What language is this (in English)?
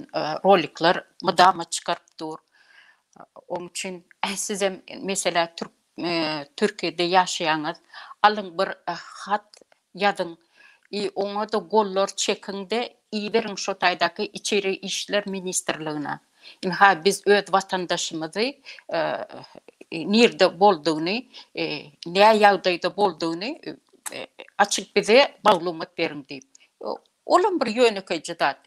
Turkmen